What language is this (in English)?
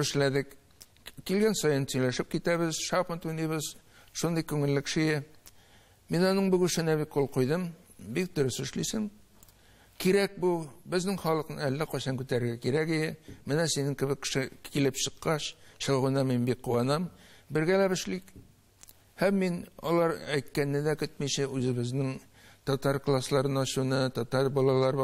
Tatar